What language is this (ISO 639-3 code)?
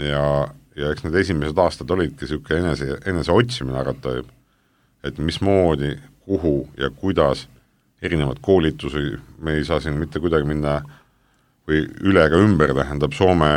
est